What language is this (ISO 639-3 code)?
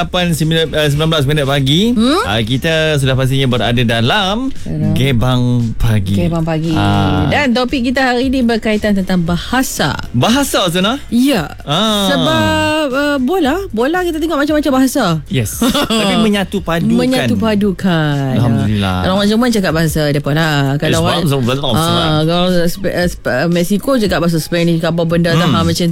msa